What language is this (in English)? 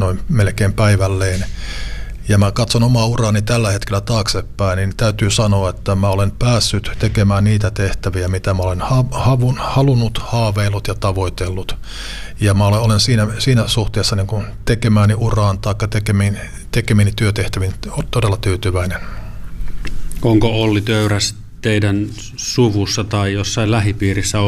Finnish